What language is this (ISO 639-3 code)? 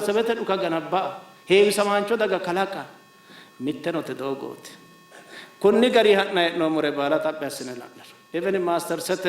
sid